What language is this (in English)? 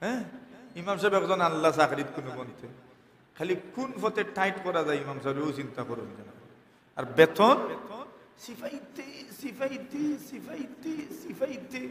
Sylheti